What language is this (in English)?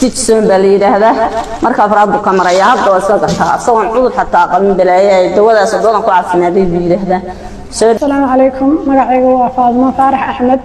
Somali